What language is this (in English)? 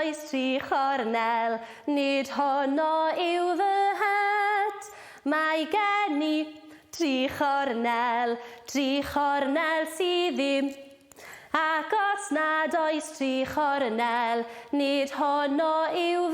Welsh